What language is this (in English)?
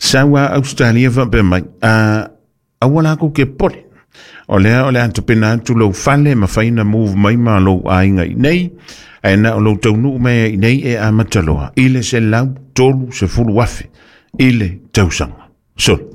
Samoan